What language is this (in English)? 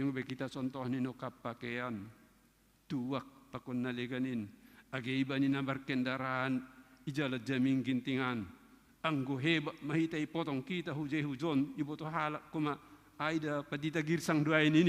Batak Simalungun